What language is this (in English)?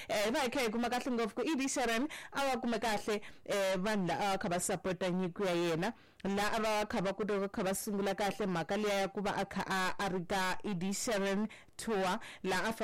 Tsonga